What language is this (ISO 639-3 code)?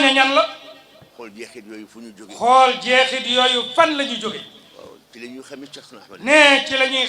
wol